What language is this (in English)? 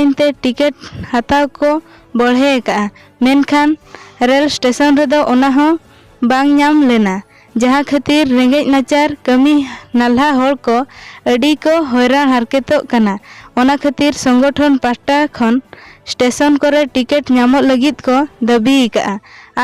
Santali